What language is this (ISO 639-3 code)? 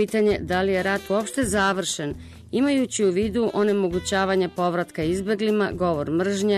srp